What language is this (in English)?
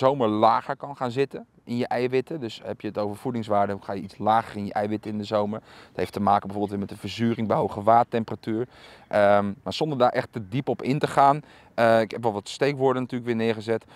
Dutch